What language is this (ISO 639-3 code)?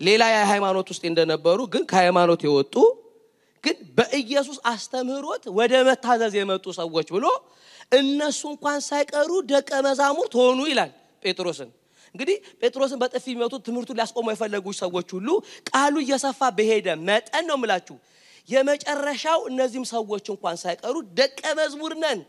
amh